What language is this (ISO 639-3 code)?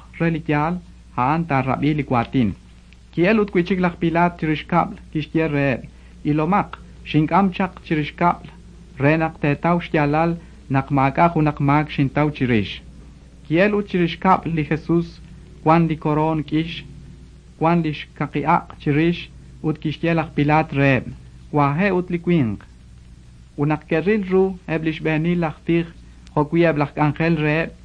kek